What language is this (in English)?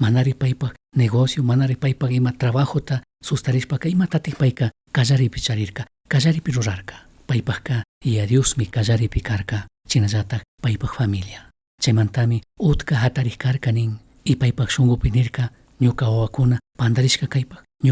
Chimborazo Highland Quichua